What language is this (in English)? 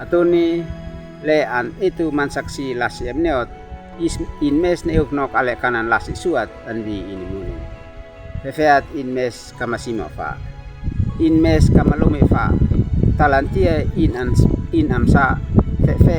Uab Meto